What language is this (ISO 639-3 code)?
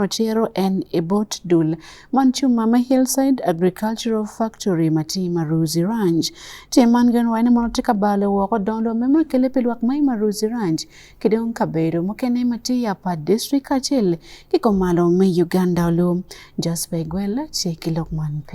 ach